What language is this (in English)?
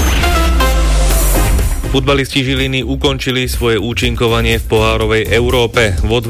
Slovak